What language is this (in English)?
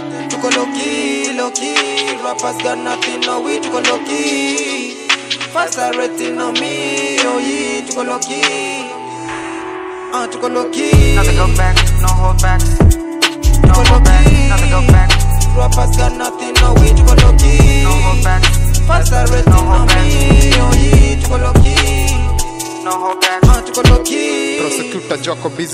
Swahili